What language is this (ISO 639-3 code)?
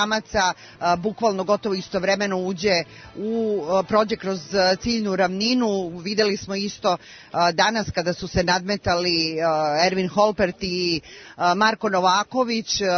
srp